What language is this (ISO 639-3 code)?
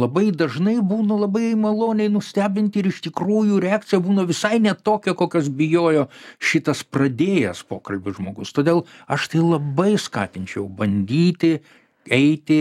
lit